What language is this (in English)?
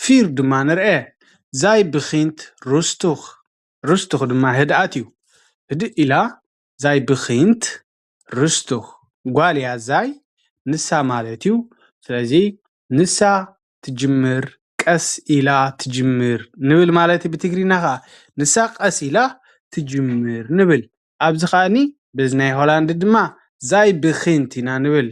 Tigrinya